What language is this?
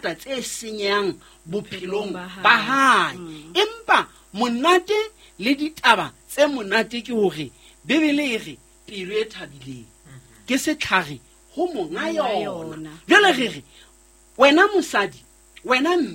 Southern Sotho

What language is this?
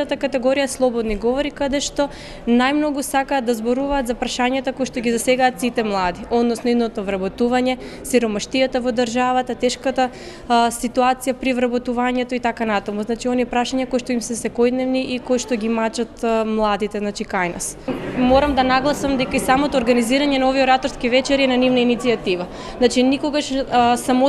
Macedonian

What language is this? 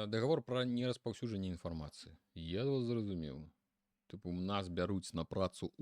Belarusian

